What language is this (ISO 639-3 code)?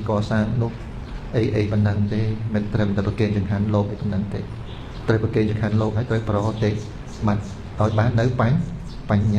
khm